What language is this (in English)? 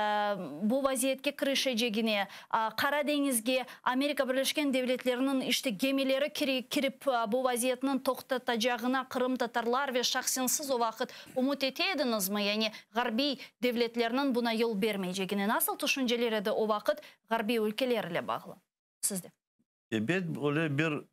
Crimean Tatar